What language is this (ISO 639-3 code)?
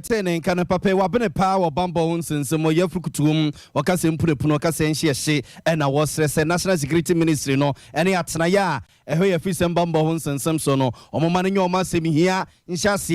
aka